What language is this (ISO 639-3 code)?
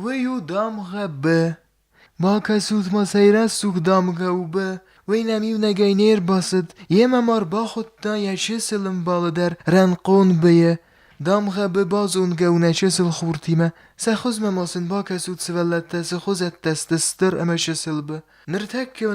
oss